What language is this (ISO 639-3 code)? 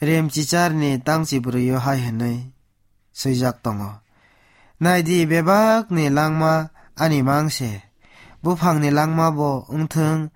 trp